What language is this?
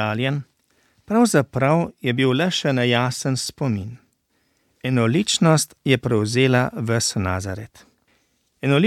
Slovenian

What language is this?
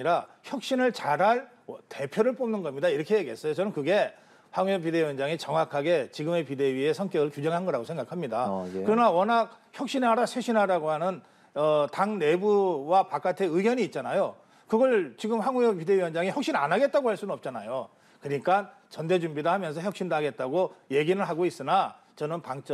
Korean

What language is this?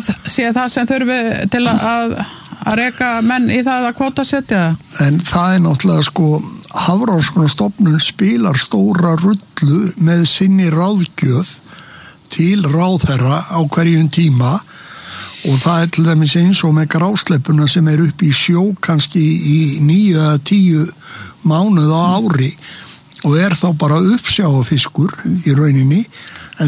Icelandic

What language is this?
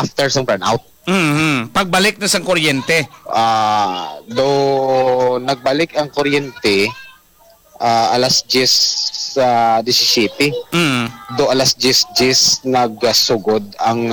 Hiligaynon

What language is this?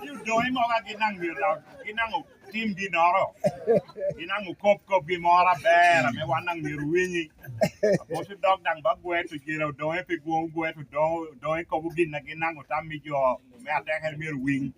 Lango (Uganda)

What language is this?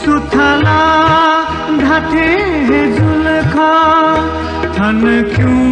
Newari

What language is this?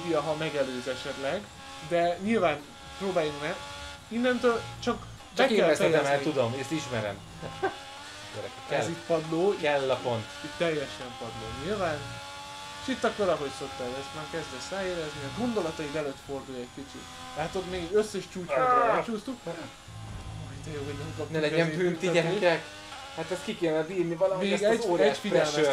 Hungarian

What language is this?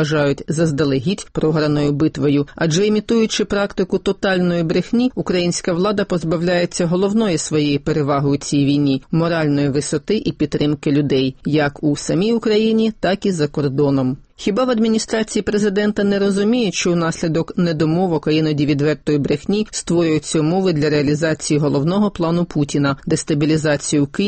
Ukrainian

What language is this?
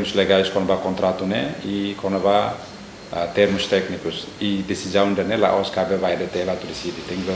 Tetum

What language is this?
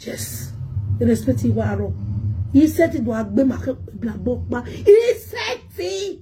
Nigerian Pidgin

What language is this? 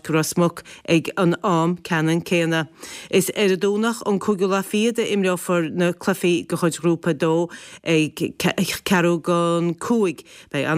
Irish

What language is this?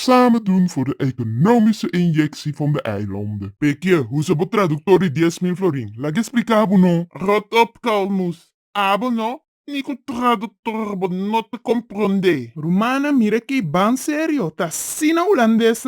Papiamento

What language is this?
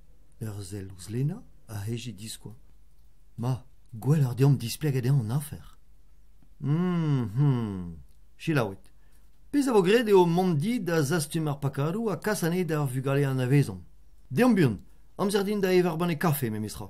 Breton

